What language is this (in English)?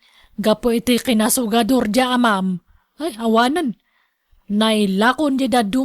Iloko